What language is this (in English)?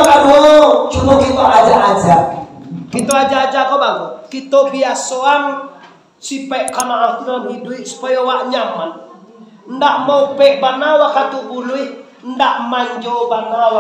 Minangkabau